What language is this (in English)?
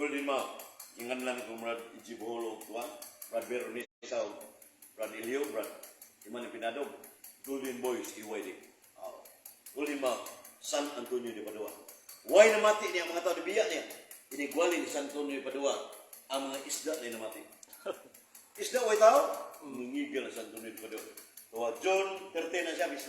Cebuano